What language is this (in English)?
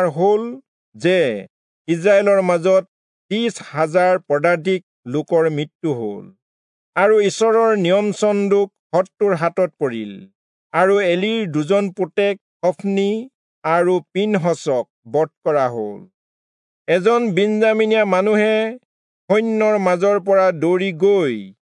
Assamese